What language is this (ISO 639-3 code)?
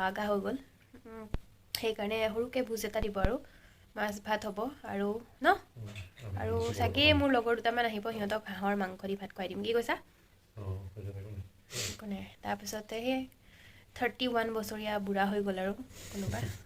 asm